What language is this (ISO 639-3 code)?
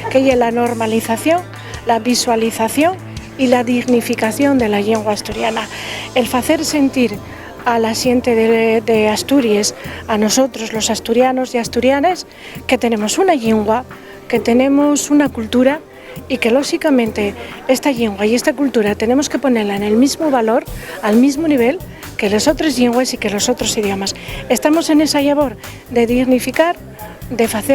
ast